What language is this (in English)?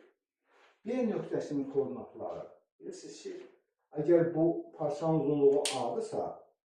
Azerbaijani